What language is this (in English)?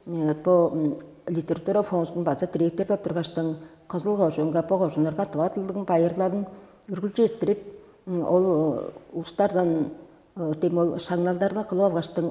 Tuvinian